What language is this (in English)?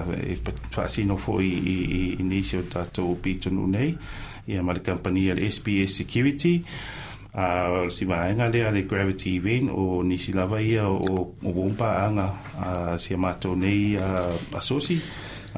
Samoan